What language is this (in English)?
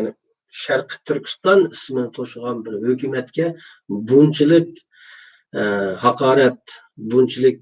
Uyghur